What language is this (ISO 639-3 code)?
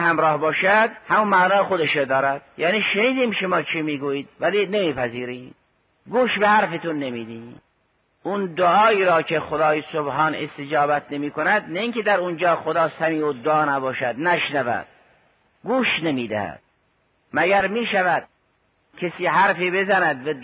fas